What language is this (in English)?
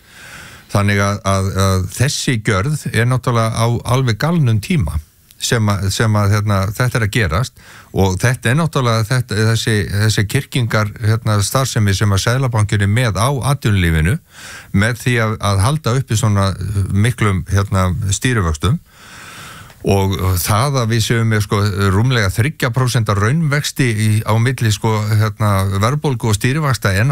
Icelandic